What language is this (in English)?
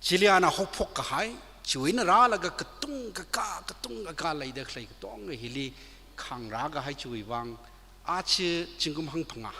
Tangkhul Naga (India)